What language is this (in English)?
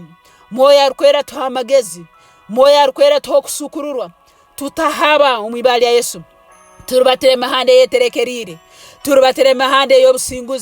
Nyoro